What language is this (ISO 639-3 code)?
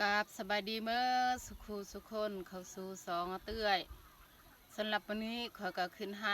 lao